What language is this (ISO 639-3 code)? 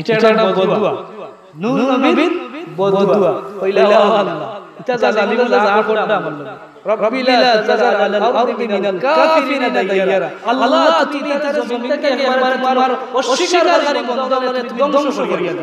syl